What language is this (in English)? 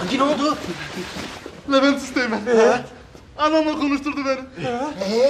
Turkish